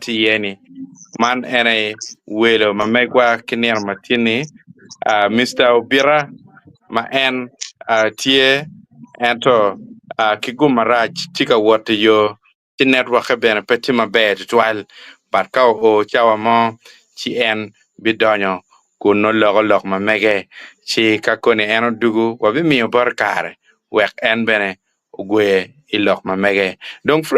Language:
Acoli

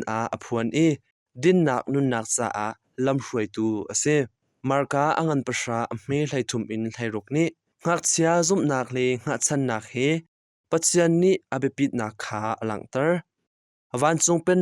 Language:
Hakha Chin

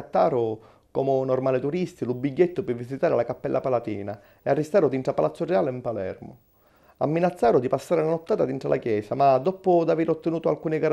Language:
Sicilian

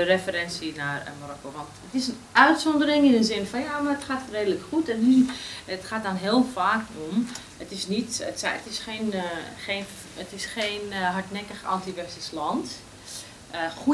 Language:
Dutch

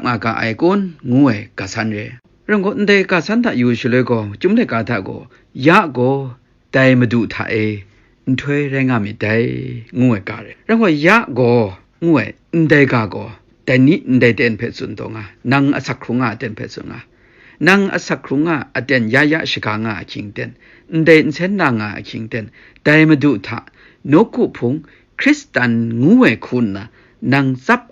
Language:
Kachin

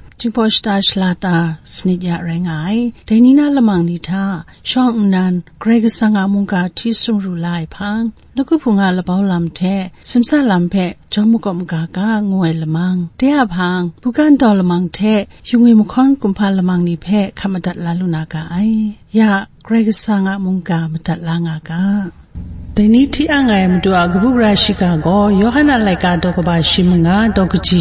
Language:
Kachin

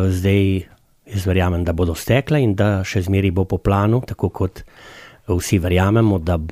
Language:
Slovenian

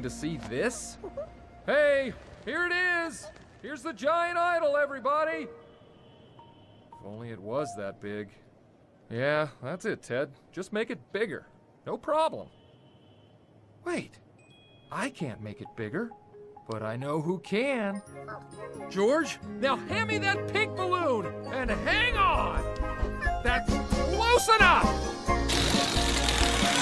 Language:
English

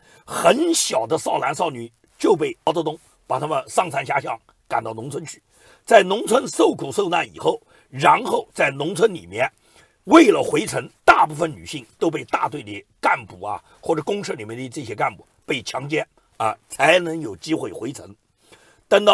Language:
Chinese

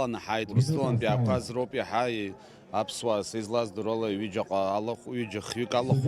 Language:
Abkhazian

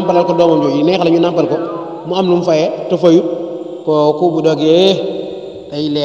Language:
Wolof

